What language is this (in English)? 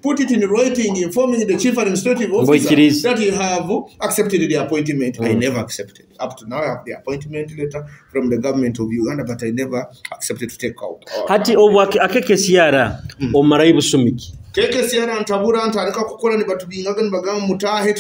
Nyoro